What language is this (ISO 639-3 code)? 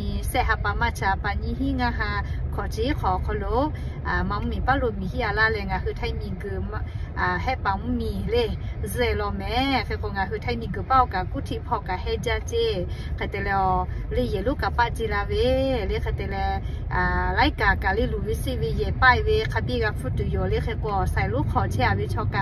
lhu